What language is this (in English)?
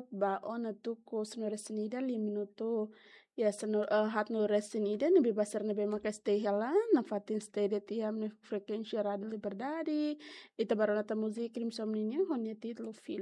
Tetum